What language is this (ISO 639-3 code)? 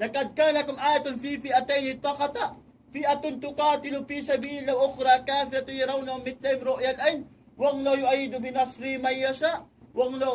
tsg